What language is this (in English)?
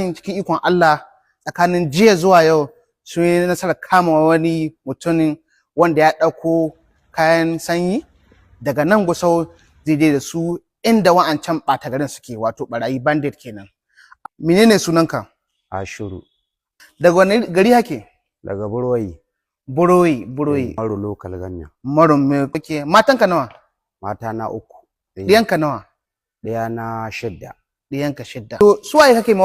Hausa